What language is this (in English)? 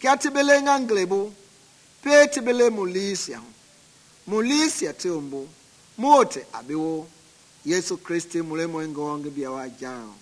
Mende